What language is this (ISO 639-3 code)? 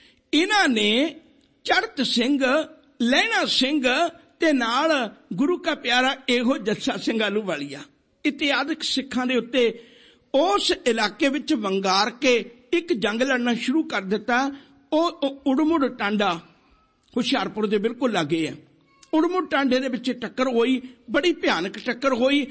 pan